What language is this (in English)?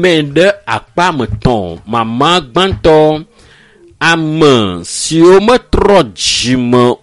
Ewe